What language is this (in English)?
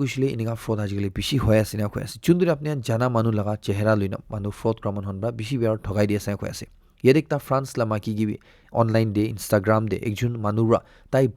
Naga Pidgin